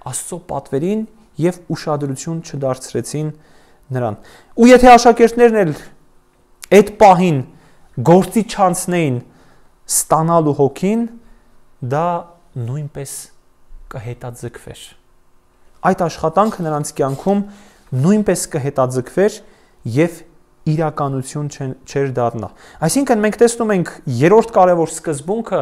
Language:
Armenian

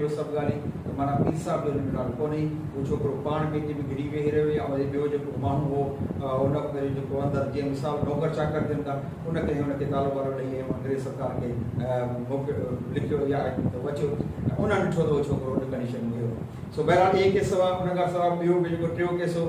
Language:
Sindhi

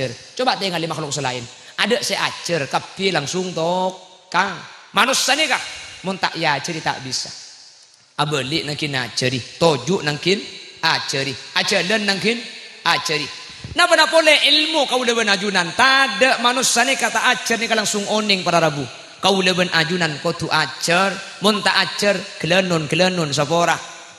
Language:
Madurese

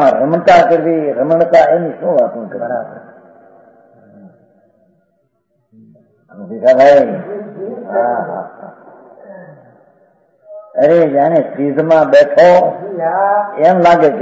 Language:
Gujarati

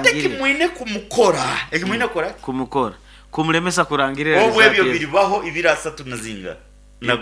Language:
Nyoro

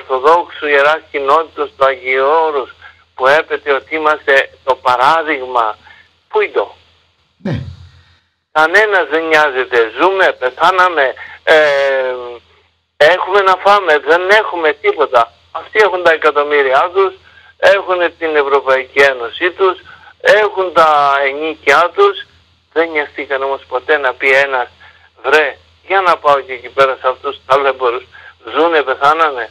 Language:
Greek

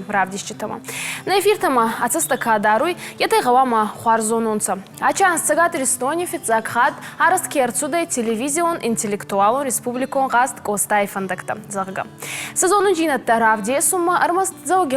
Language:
Ossetic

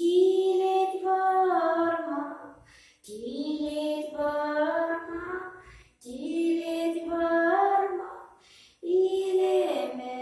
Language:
Chuvash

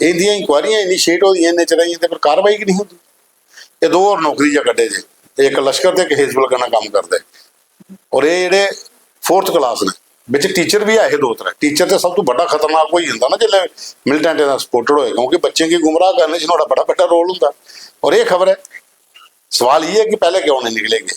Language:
Dogri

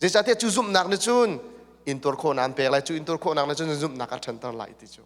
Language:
Hakha Chin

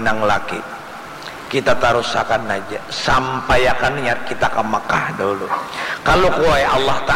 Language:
Banjar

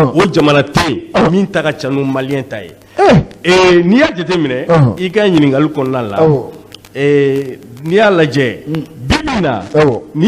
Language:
Bambara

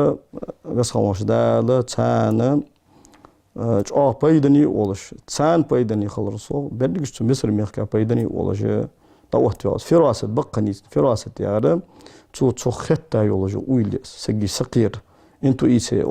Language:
Ingush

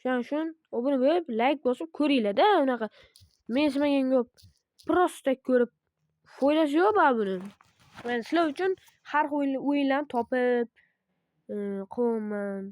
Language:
Uzbek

